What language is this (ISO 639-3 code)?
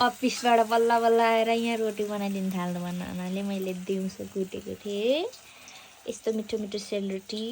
nep